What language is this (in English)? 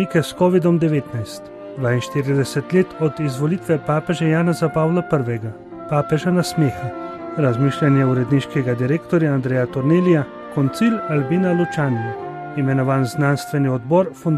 Slovenian